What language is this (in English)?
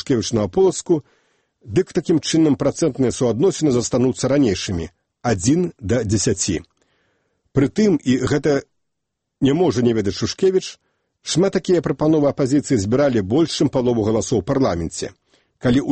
Belarusian